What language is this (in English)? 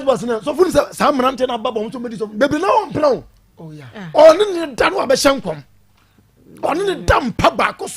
Akan